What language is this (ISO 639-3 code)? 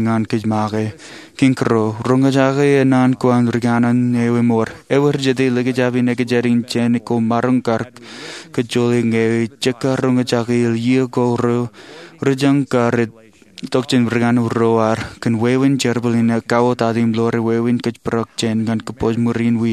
mah